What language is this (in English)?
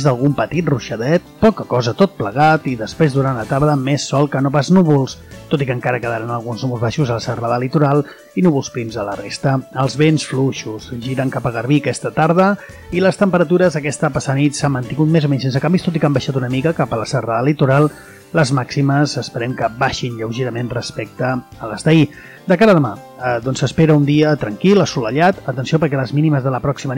Catalan